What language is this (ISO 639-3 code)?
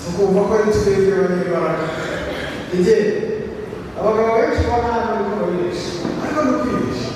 kin